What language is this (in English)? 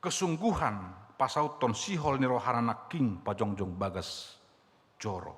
Batak Toba